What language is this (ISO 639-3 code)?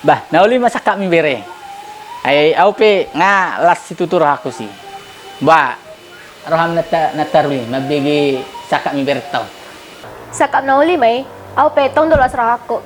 bbc